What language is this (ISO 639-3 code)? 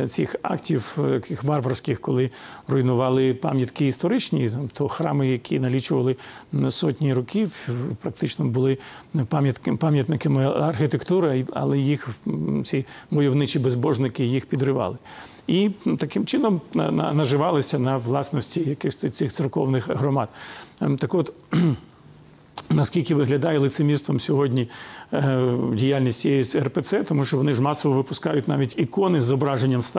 ukr